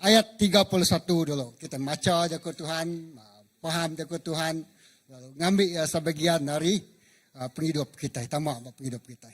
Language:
Iban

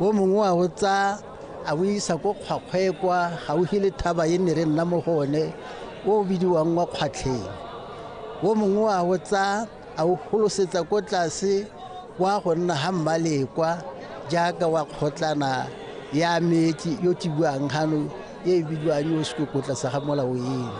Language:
Tswana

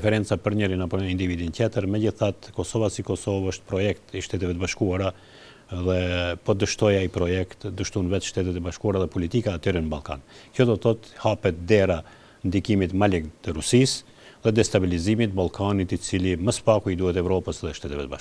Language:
Albanian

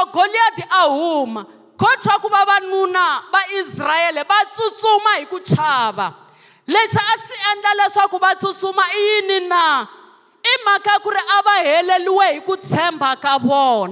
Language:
Tsonga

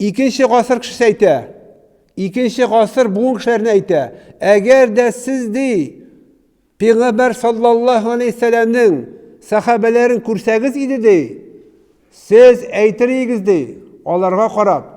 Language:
Tatar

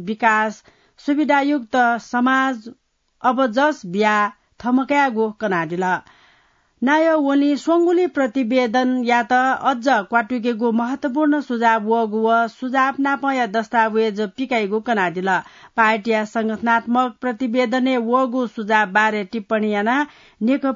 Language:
Newari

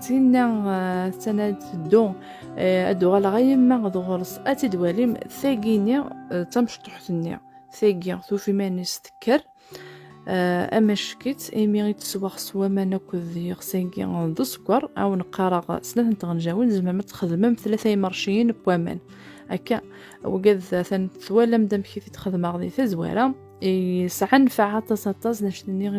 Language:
Kabyle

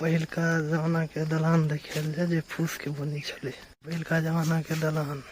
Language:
Maithili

